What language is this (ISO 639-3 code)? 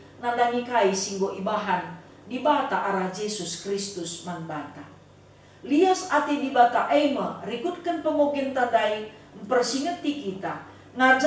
btx